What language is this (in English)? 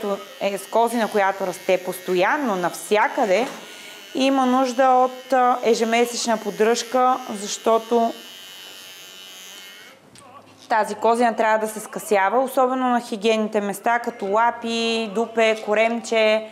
Bulgarian